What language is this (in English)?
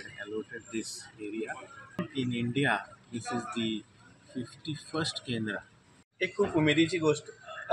Konkani